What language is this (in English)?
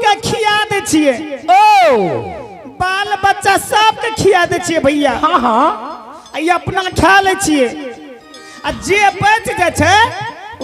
Angika